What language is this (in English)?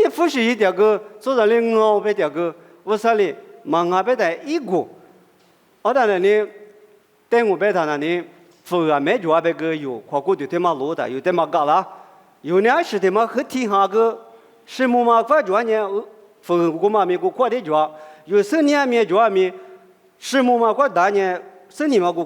Lisu